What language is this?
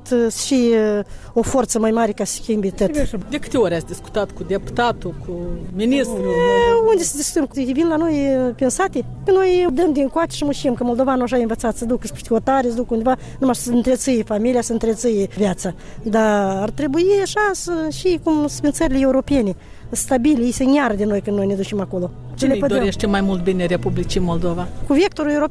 Romanian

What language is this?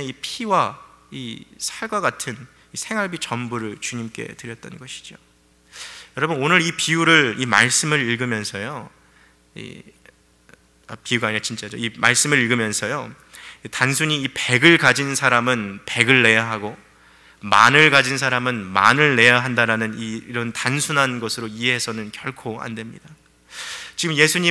Korean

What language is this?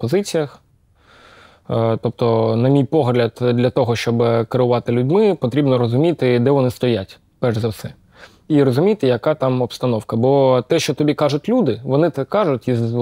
Ukrainian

